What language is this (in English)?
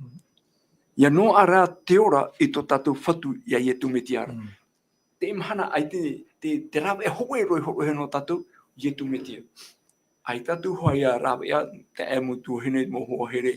Tahitian